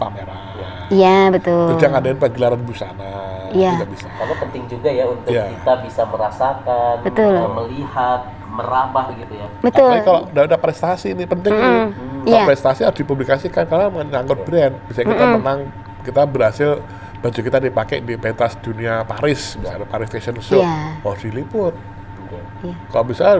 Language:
Indonesian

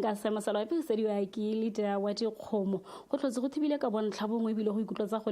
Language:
Tswana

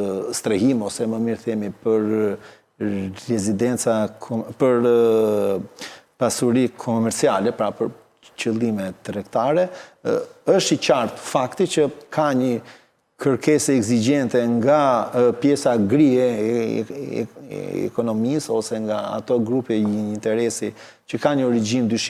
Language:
Albanian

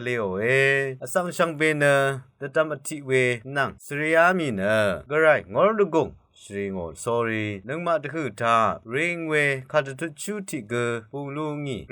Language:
Rawang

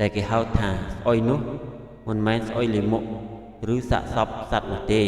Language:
Khmer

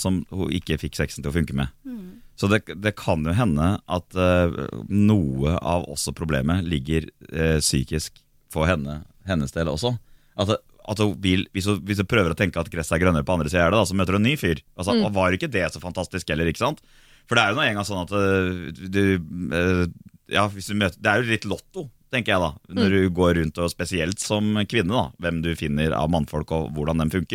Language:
Norwegian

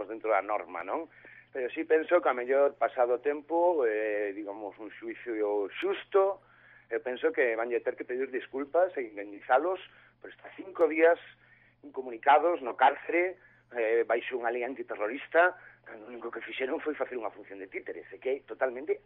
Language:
Galician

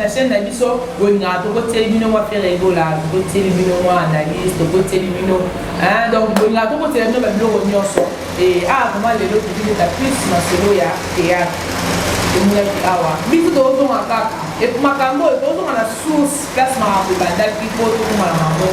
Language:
Lingala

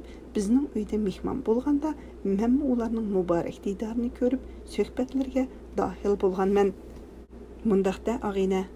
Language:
Uyghur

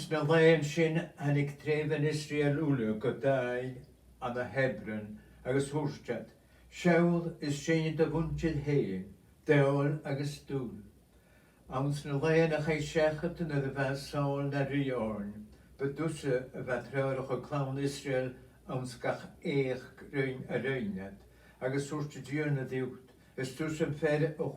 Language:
Scottish Gaelic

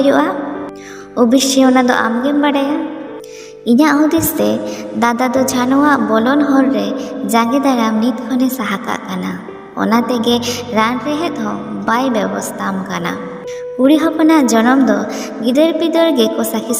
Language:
Santali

